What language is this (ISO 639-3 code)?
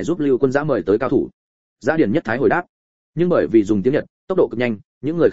vie